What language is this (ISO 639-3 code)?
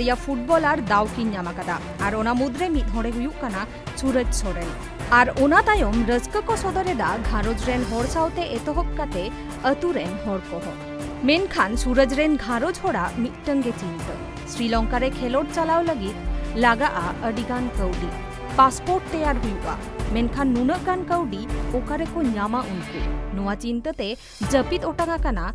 sat